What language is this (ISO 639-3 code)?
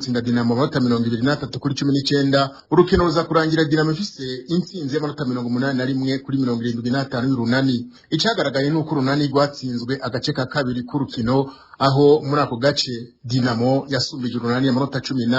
run